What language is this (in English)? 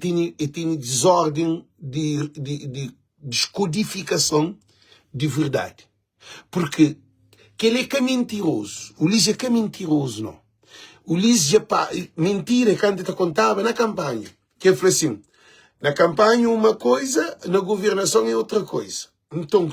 Kabuverdianu